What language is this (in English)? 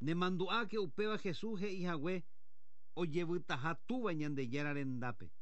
Guarani